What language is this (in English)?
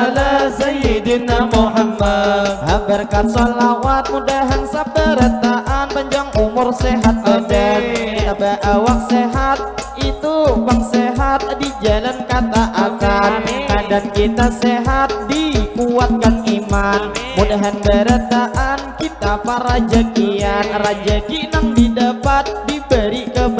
Banjar